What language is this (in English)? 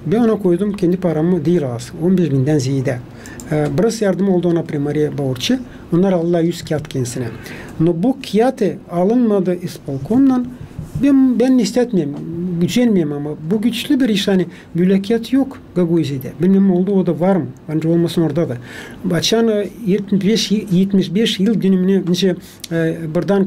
Gagauz